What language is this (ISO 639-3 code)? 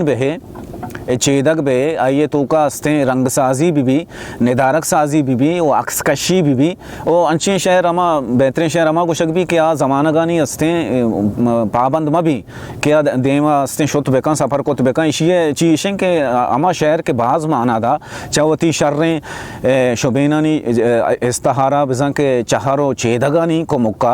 bal